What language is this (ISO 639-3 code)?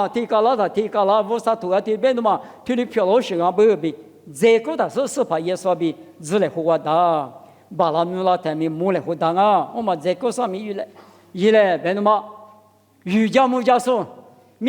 lis